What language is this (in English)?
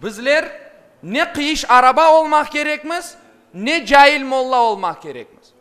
Crimean Tatar